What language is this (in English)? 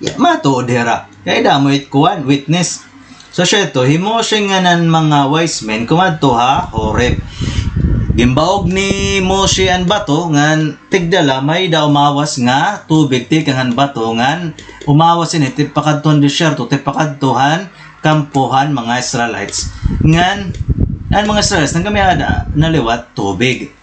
Waray